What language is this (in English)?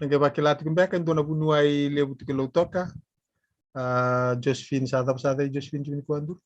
Fijian